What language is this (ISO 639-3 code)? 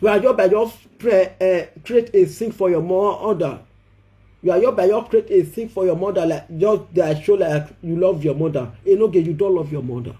pcm